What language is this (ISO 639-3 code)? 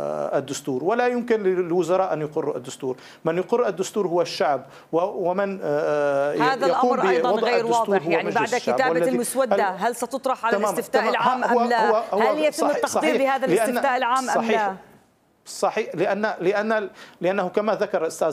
ara